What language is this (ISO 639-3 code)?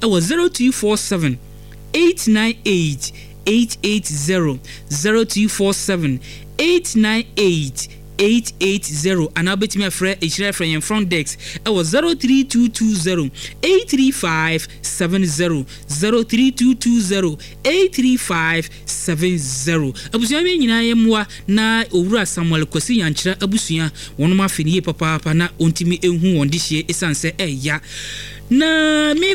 aka